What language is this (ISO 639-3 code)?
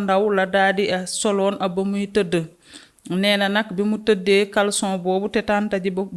wol